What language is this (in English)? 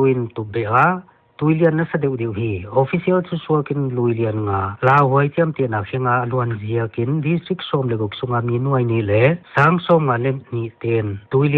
Paite Chin